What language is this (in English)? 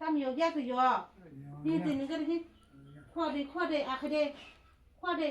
Kok Borok